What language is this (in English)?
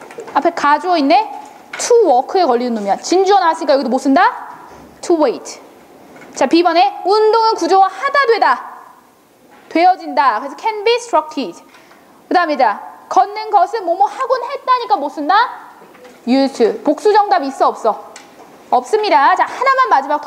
Korean